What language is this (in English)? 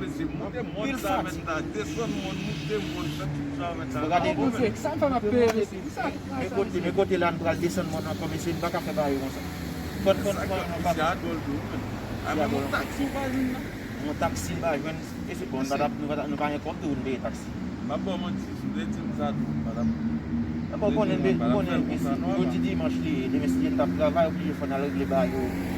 Haitian Creole